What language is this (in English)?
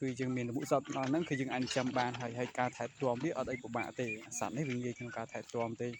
Khmer